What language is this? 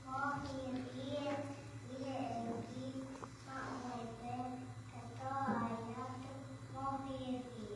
Tongan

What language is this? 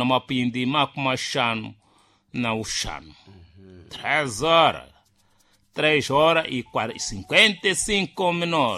Sena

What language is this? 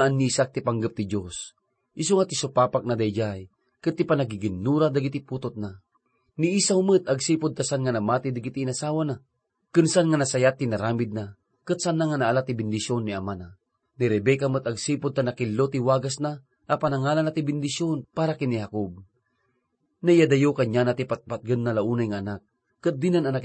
Iloko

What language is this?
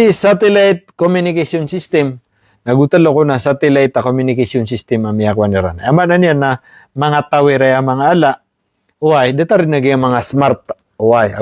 Maranao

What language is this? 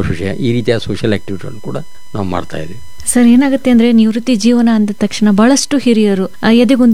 Kannada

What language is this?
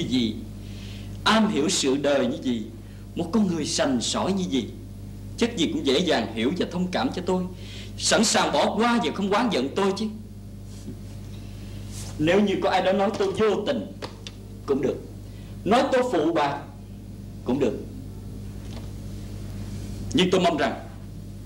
Vietnamese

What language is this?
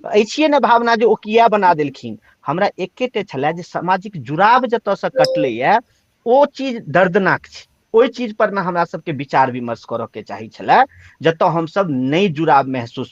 Maithili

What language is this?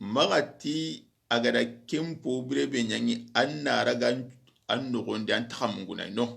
Soninke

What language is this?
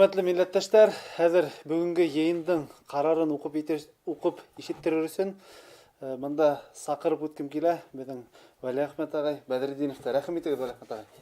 Bashkir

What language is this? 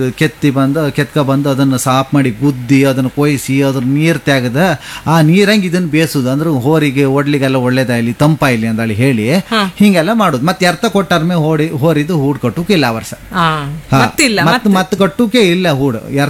Kannada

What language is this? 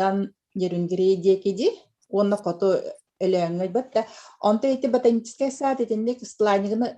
Yakut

